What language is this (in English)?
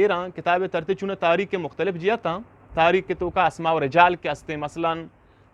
Eastern Balochi